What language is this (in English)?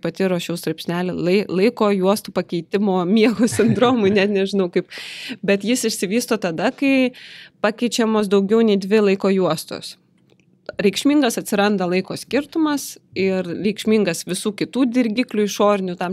Lithuanian